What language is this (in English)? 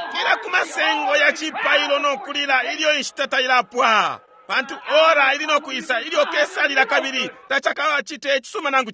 Bemba